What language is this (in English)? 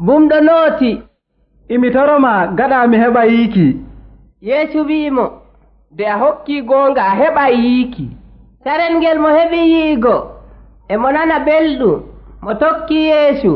Nigerian Fulfulde